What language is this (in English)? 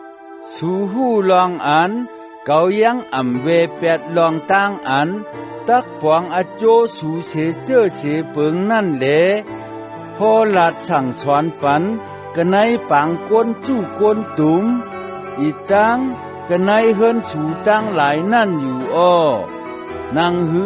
Shan